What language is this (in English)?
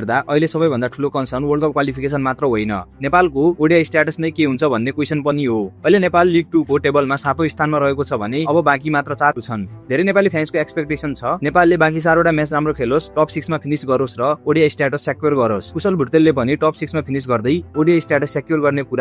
Nepali